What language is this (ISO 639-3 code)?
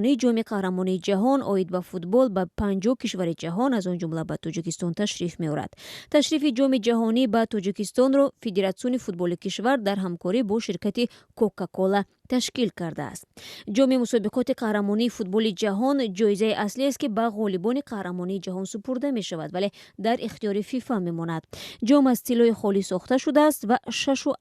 tgk